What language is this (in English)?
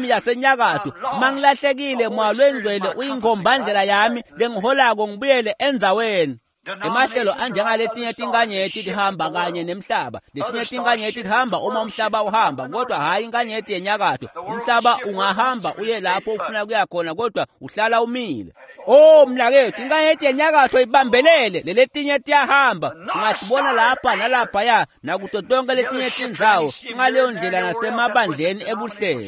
Swati